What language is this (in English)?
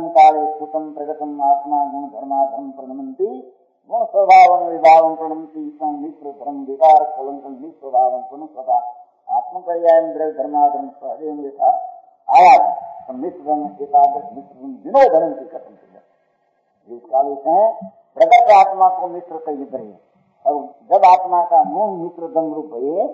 Gujarati